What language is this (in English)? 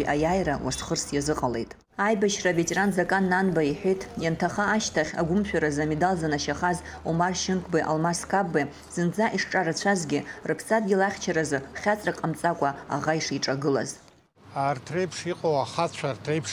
Abkhazian